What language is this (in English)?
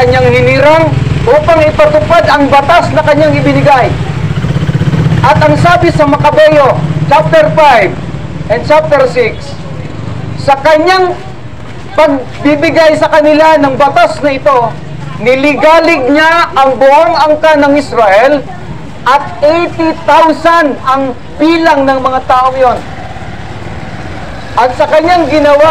Filipino